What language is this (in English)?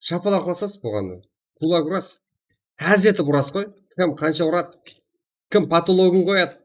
Kara-Kalpak